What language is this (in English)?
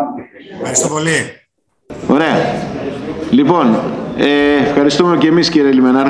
Greek